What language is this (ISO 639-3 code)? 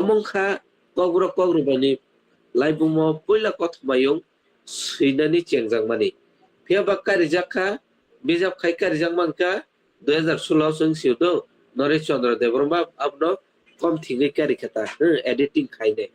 trp